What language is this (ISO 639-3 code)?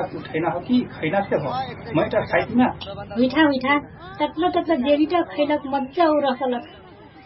thl